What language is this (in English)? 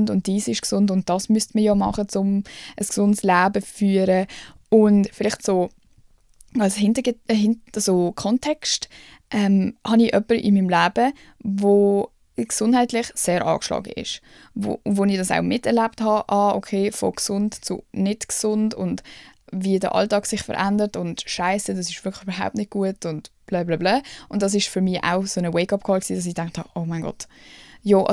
Swiss German